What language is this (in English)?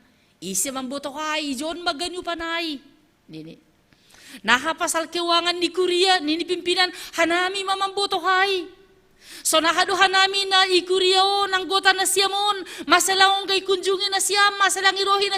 Batak Simalungun